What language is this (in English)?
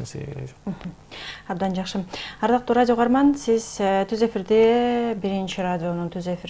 Kyrgyz